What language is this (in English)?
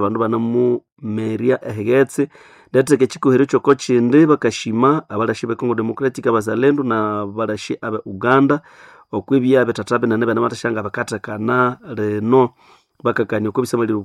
Nande